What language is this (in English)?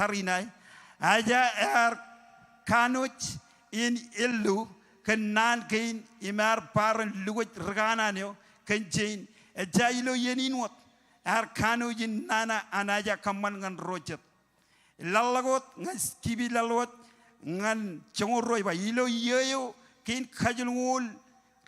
Marshallese